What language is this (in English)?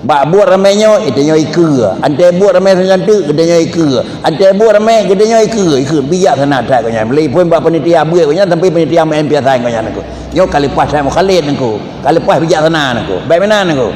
Achinese